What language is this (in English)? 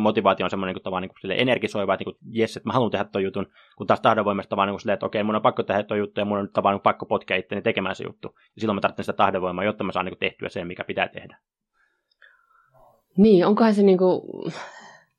Finnish